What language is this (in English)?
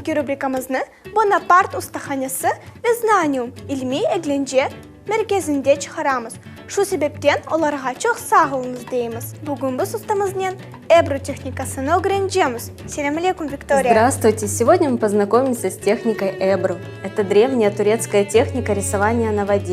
Crimean Tatar